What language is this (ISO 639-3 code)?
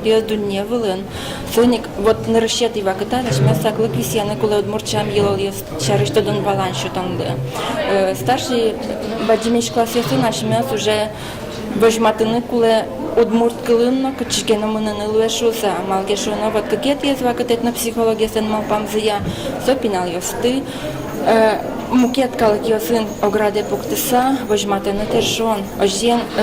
udm